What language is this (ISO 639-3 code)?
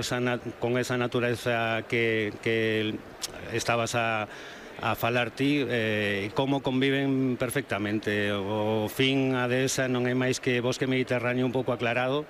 glg